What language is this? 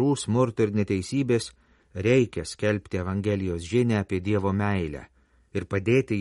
Lithuanian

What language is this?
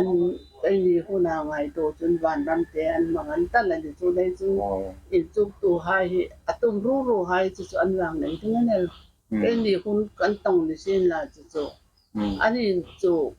Hmar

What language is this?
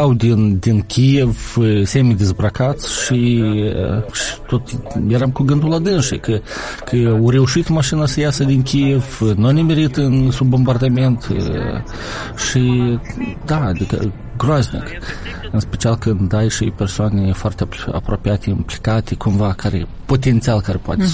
Romanian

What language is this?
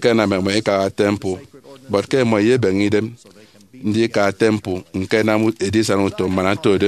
Efik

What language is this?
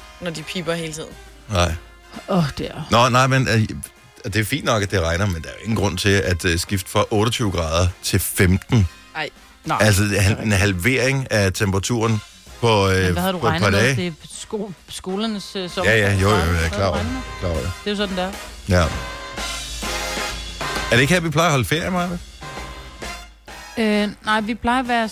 Danish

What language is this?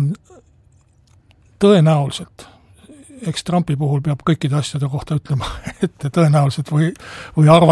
Estonian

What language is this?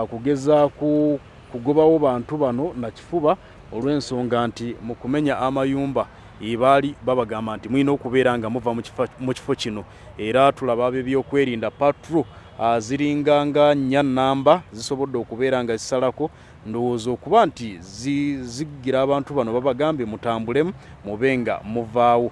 Ganda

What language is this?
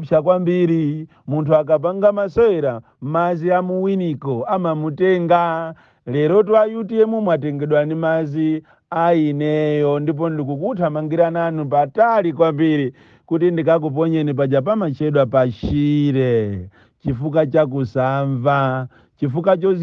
Nyanja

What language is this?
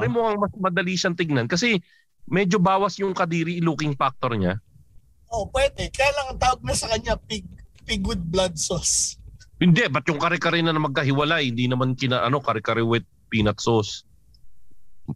Filipino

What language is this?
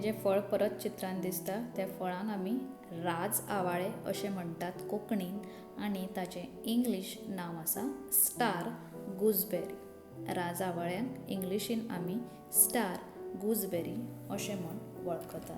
Konkani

